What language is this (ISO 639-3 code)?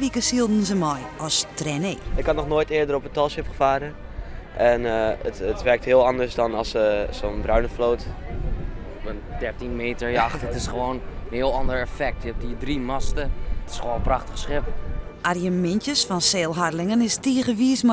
fry